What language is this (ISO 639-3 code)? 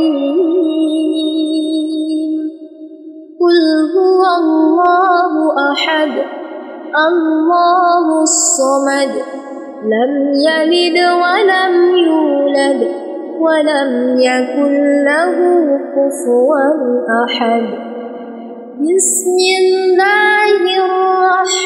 ara